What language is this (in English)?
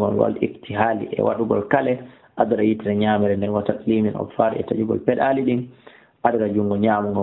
Fula